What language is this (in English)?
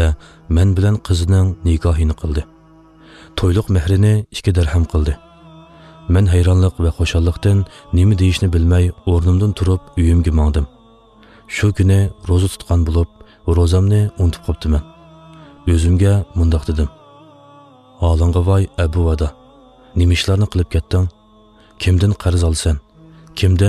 Uyghur